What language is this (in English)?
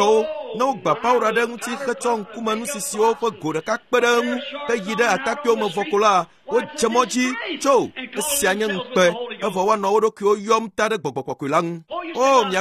Ewe